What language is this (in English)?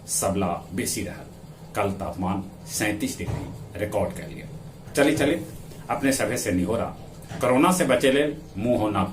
Magahi